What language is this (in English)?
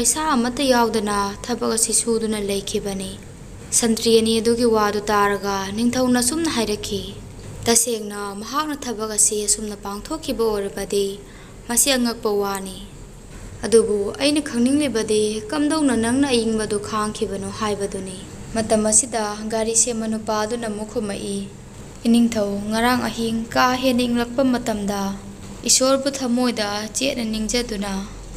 Manipuri